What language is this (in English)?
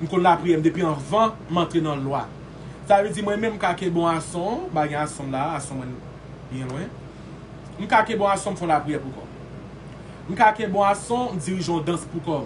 Haitian Creole